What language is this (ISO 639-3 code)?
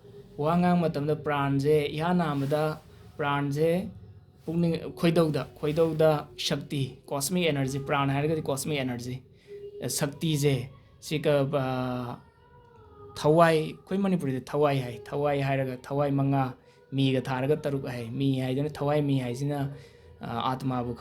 mni